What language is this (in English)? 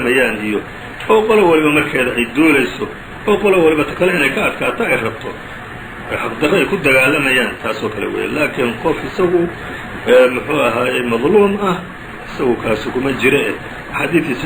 Somali